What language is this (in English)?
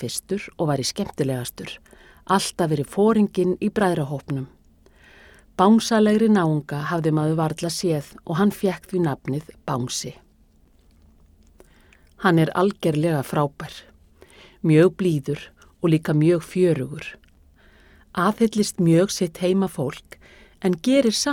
Icelandic